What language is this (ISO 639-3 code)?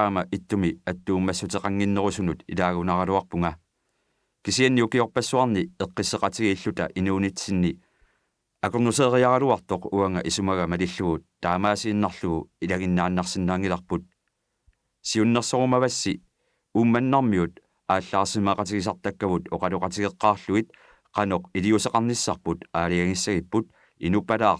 kal